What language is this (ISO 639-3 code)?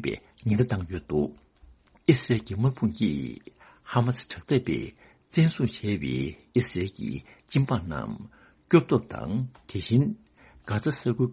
bod